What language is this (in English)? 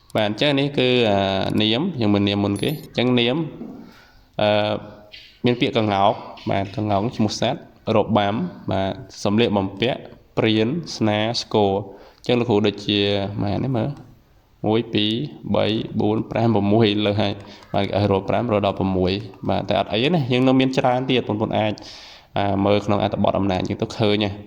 Khmer